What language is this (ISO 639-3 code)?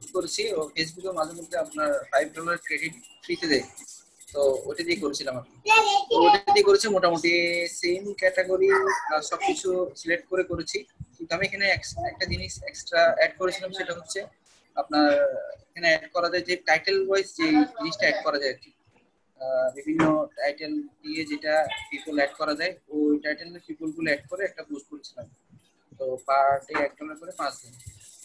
ben